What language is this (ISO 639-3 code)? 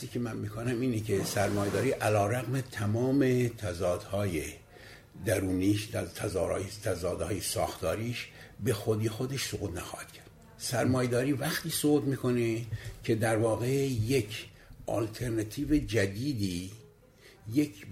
fas